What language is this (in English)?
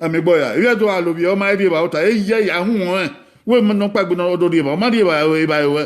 Bini